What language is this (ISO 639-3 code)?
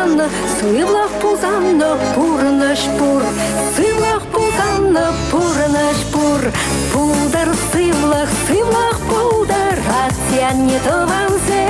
chv